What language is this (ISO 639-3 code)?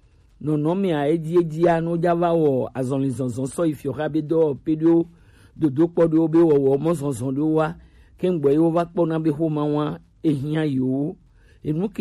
gej